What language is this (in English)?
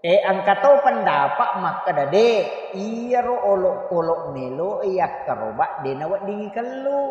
Buginese